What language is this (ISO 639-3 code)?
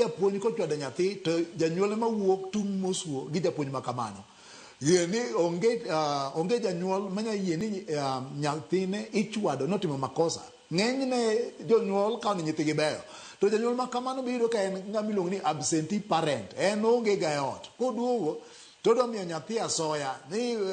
luo